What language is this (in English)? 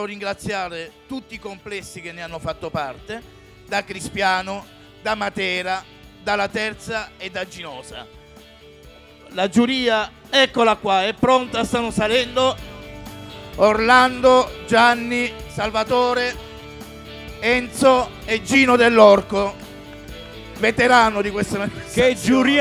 Italian